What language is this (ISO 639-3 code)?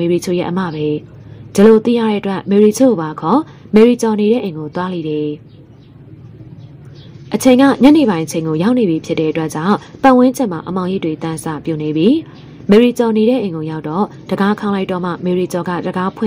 mya